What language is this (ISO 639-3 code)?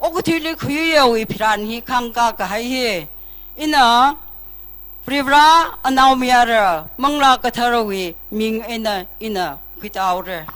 nmf